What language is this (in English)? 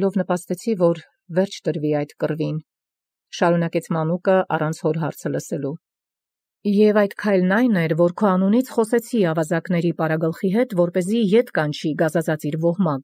Armenian